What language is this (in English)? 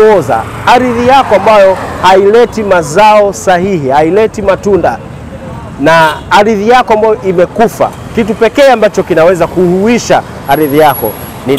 Swahili